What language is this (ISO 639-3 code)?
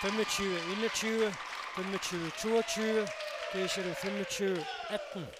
kal